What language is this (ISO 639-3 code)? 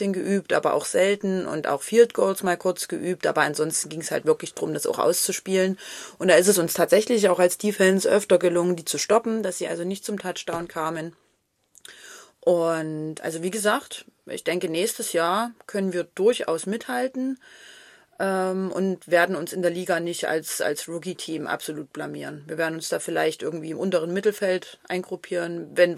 deu